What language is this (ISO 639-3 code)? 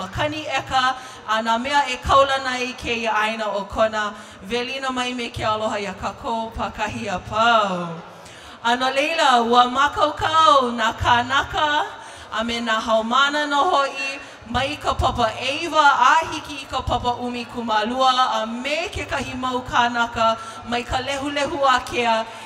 haw